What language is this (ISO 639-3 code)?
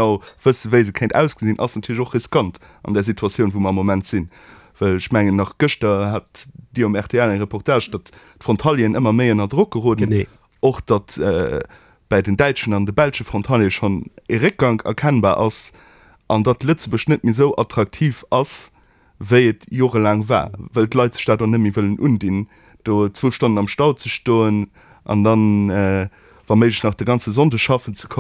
ltz